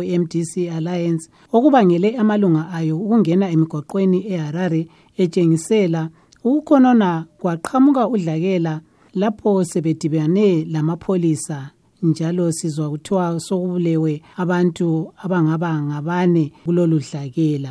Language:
North Ndebele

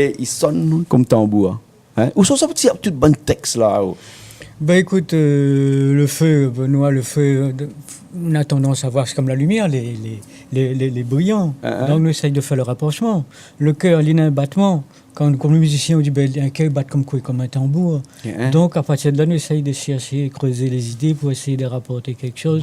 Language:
Réunion Creole French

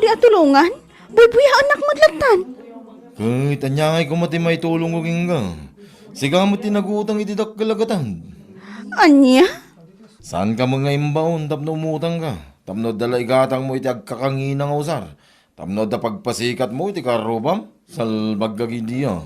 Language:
Iloko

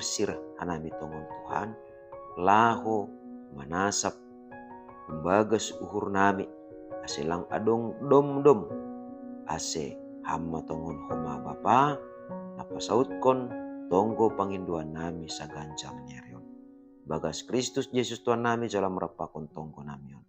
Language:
Batak Simalungun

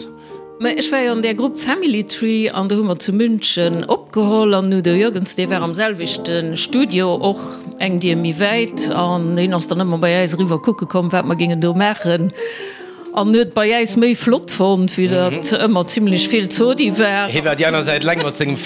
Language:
Luxembourgish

